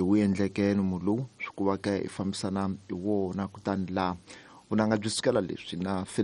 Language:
Tsonga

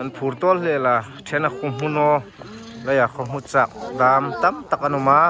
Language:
Hmar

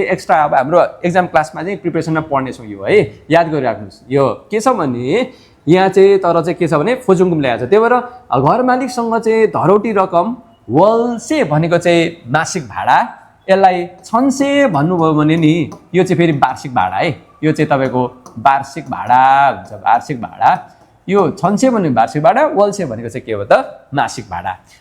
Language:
Nepali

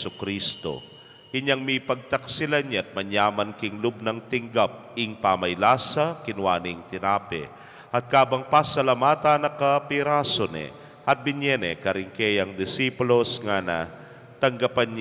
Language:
Pampanga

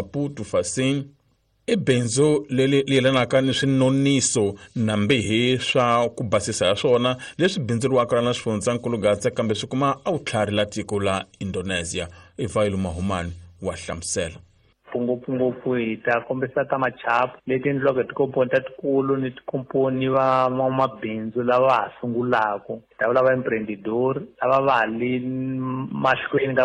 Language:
Tsonga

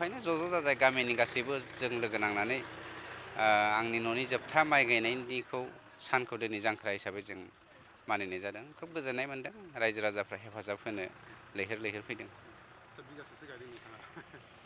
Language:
Bodo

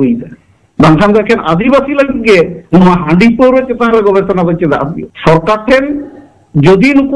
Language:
Santali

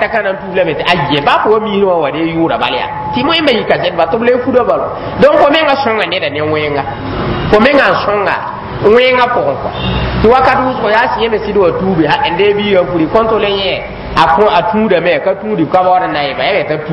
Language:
Mossi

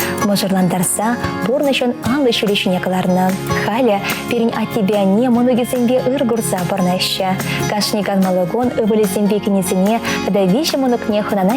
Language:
Chuvash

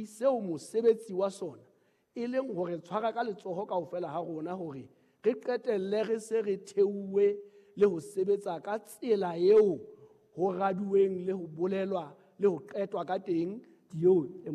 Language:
Southern Sotho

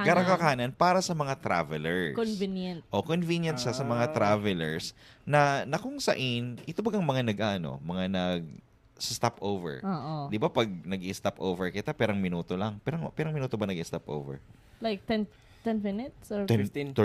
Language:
Bikol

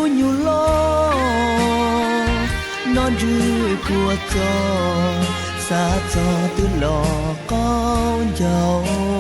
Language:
Hmong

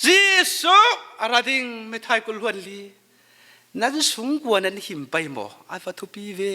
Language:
Falam Chin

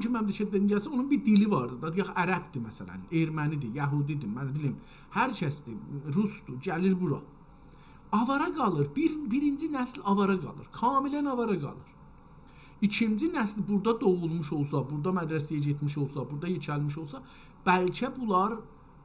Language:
South Azerbaijani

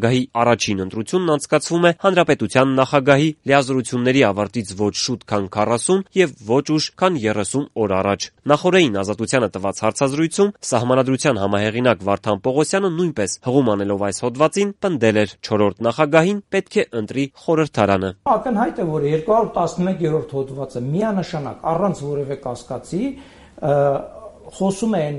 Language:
Armenian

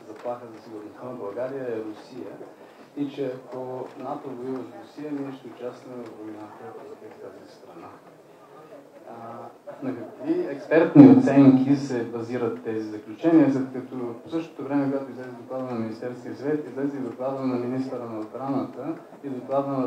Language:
Bulgarian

